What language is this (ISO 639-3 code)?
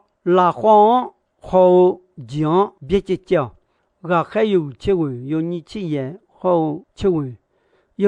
ahk